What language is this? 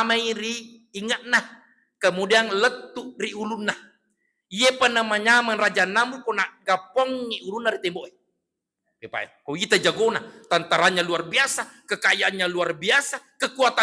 Buginese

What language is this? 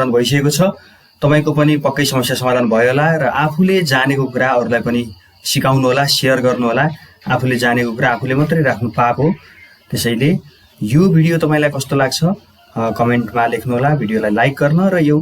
Nepali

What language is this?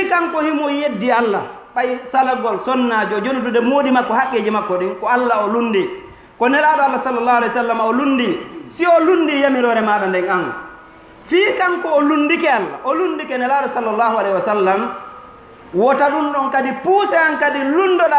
Fula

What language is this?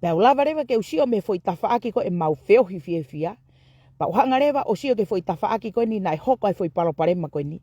Tongan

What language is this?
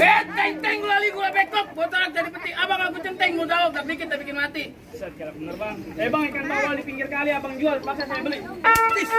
Betawi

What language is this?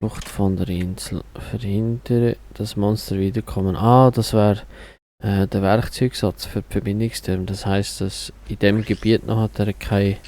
Swiss German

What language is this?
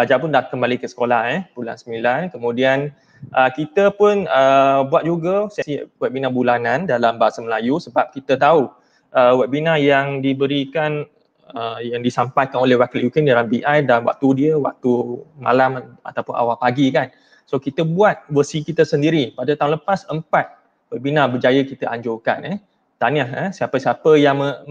Malay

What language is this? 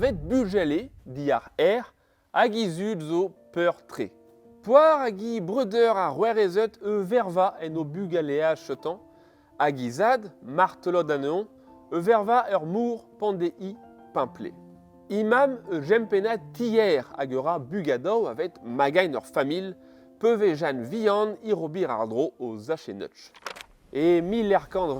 Breton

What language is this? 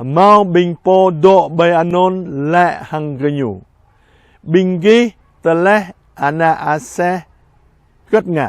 Jarai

